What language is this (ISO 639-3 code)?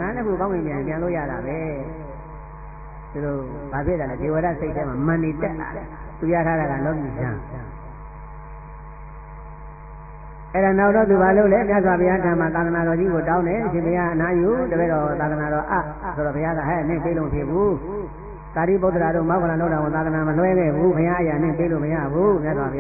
mya